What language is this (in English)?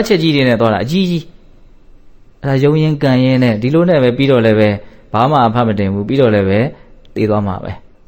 Burmese